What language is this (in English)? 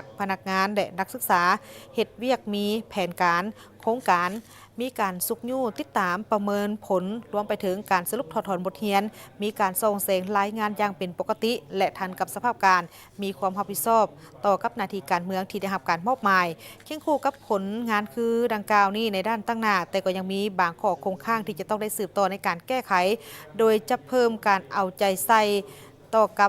Lao